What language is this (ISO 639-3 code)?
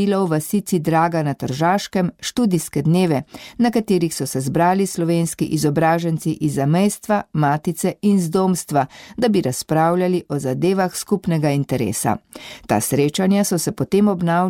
slv